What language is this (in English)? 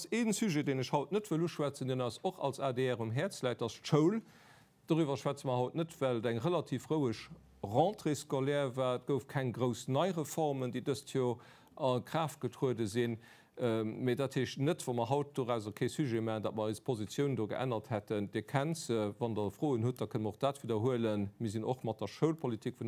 Luxembourgish